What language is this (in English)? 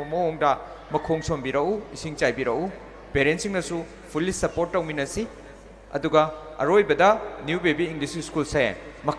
Manipuri